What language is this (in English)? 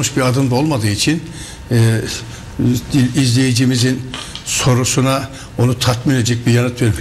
Turkish